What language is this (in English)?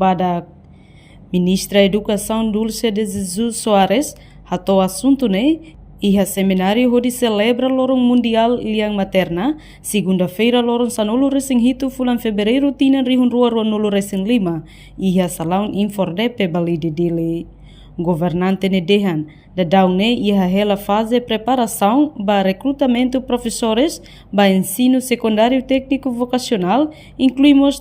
Tetum